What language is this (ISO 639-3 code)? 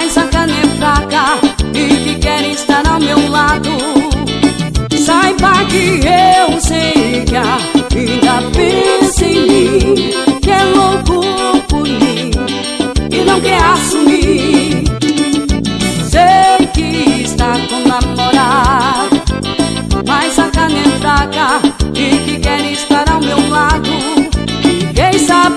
por